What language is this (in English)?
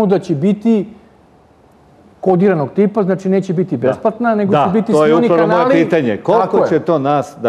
Serbian